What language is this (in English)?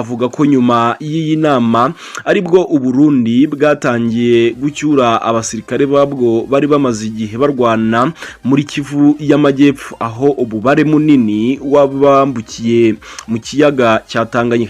Kinyarwanda